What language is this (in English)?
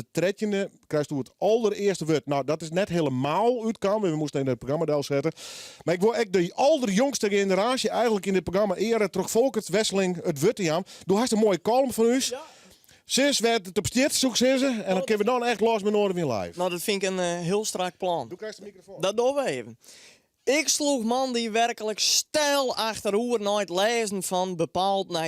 Western Frisian